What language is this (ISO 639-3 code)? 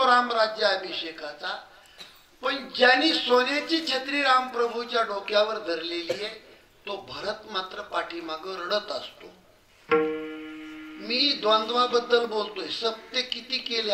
mar